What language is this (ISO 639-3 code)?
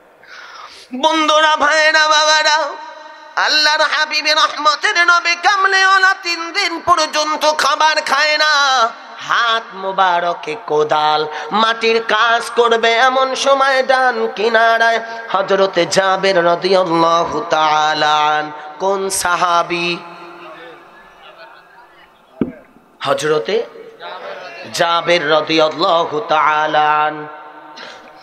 ben